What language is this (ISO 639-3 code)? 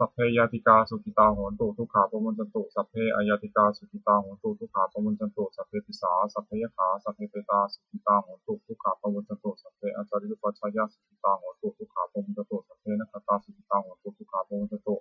pli